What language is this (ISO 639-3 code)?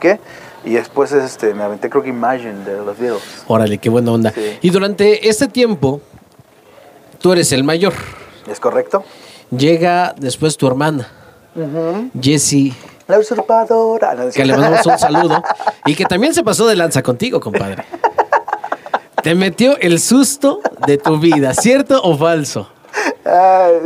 spa